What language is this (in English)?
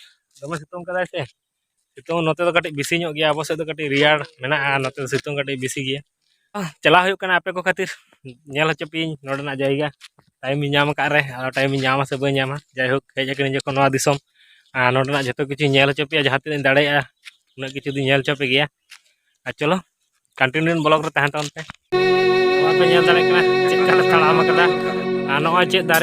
Santali